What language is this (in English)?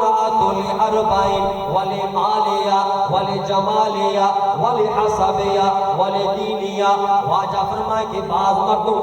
Baluchi